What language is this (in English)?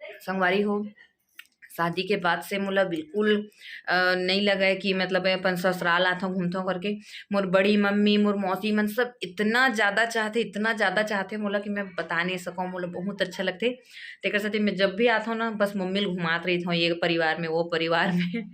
Chhattisgarhi